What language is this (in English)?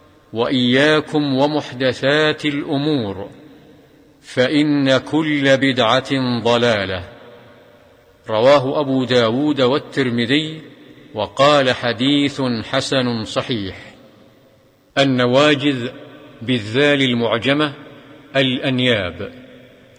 Arabic